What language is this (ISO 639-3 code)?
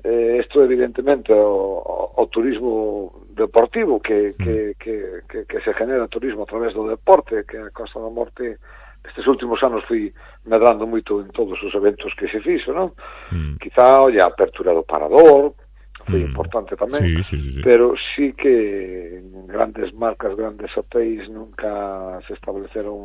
glg